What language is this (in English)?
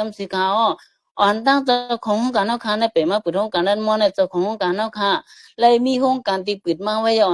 Shan